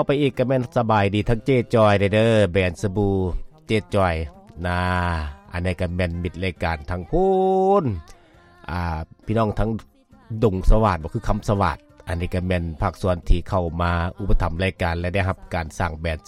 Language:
Lao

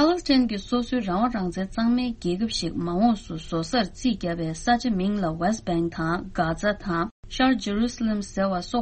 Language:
Tibetan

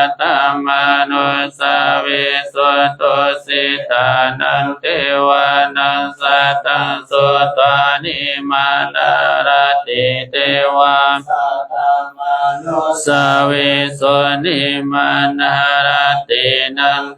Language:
Pali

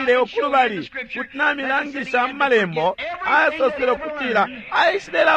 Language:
Bemba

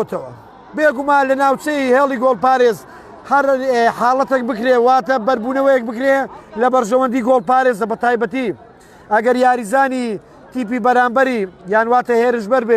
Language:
Central Kurdish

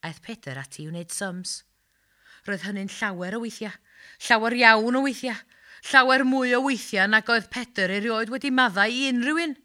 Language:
Welsh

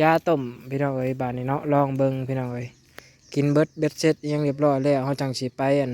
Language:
Lao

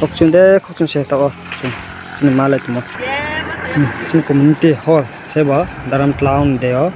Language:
Riang (India)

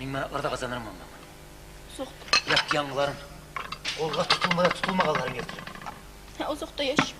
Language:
Kumyk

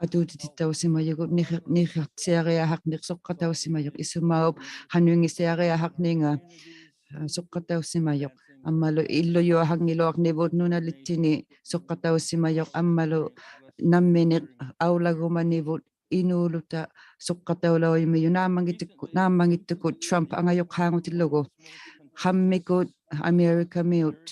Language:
Inuktitut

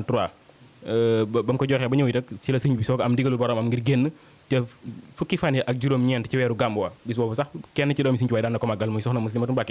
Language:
Wolof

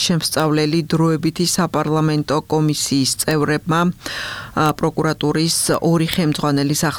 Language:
Georgian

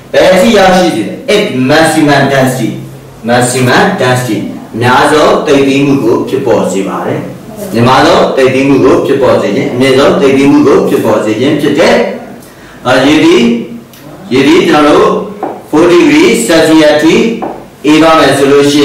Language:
Burmese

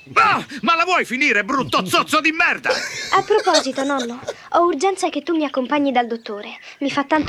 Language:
Italian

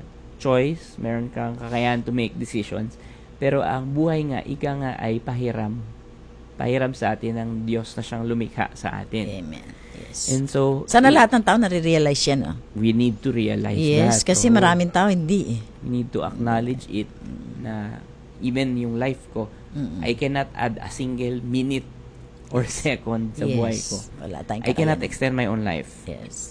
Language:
Filipino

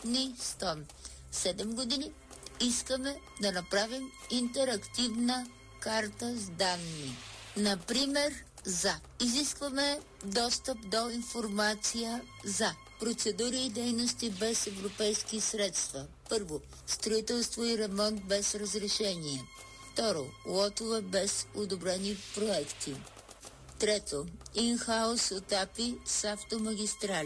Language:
Bulgarian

